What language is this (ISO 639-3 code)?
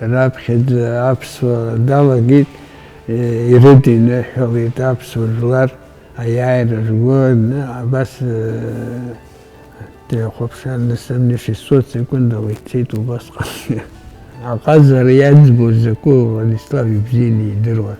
abk